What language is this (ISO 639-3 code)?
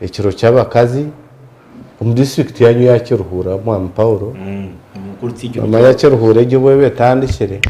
nyn